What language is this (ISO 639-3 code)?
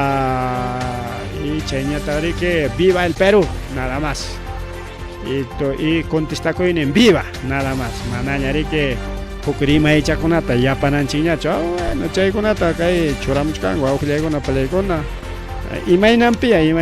quy